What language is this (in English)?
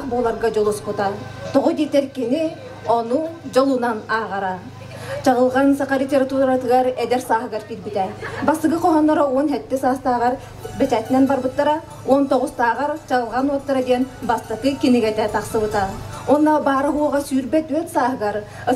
Yakut